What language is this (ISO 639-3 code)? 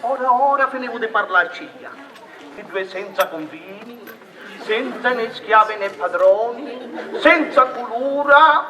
scn